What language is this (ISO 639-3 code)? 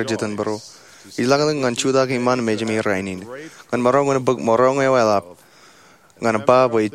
mah